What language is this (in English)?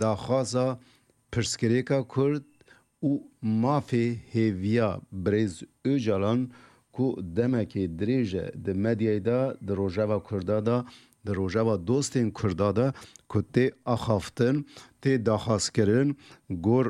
Kurdish